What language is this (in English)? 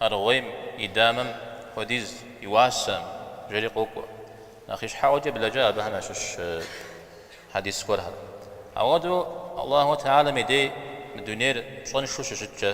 Kabardian